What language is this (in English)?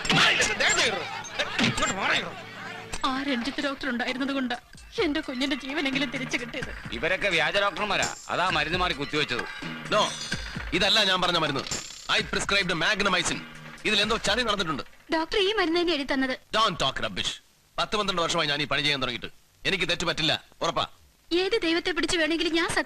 Malayalam